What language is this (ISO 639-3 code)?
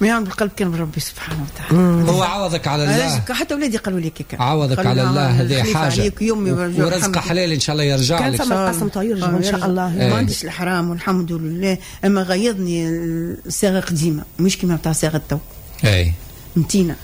aeb